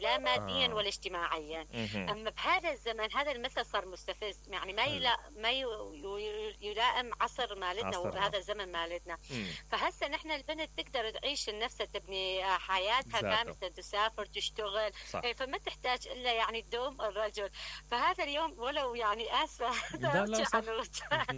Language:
Mesopotamian Arabic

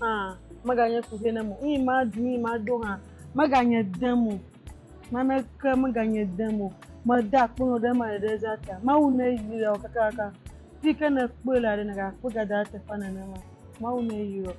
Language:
Ewe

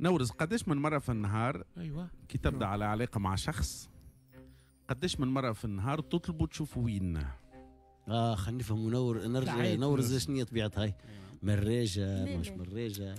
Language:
Tunisian Arabic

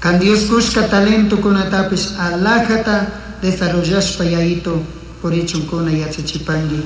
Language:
Chimborazo Highland Quichua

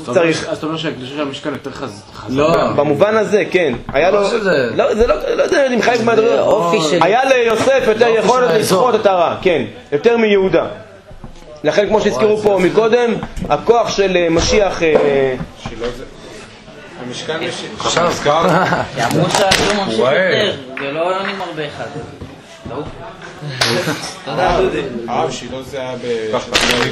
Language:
Hebrew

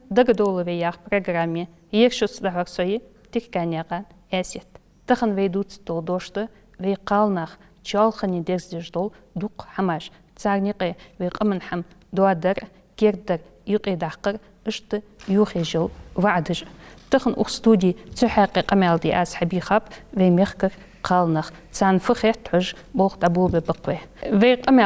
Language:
Ingush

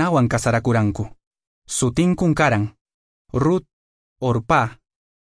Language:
Quechua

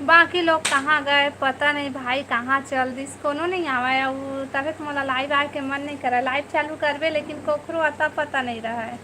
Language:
Chhattisgarhi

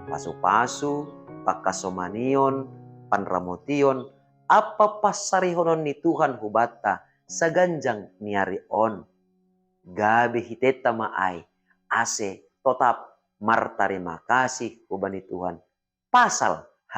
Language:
Batak Simalungun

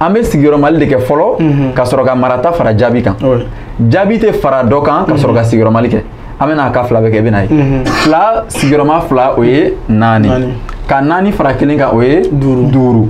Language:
Bambara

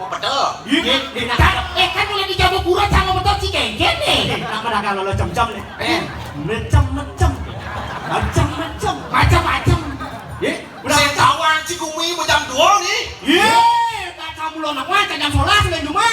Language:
Balinese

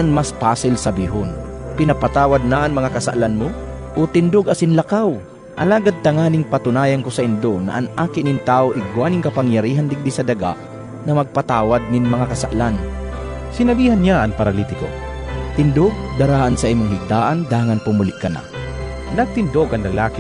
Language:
Bikol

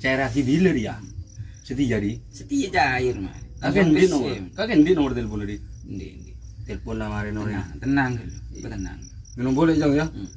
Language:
Madurese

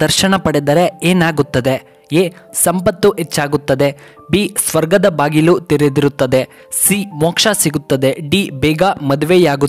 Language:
Kannada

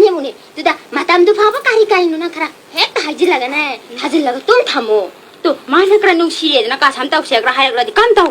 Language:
Manipuri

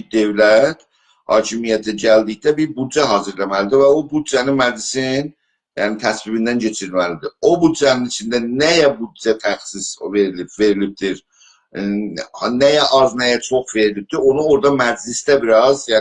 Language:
South Azerbaijani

